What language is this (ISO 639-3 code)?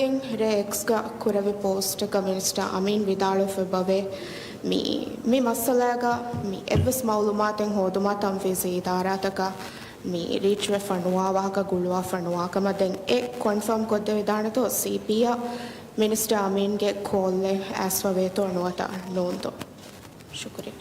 div